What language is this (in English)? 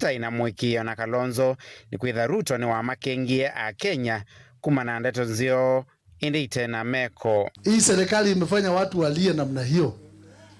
Kamba